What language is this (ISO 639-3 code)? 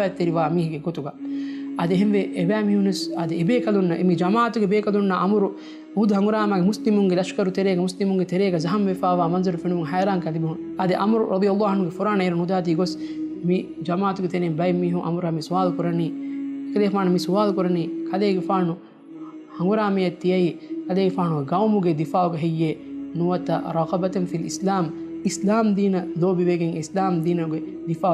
div